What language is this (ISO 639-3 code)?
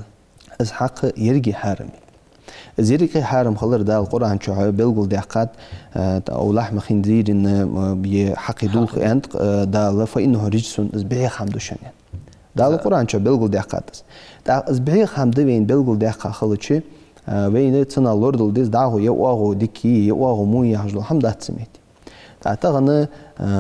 inh